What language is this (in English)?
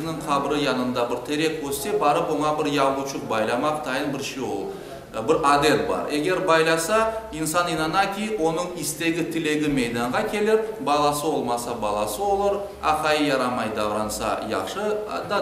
Crimean Tatar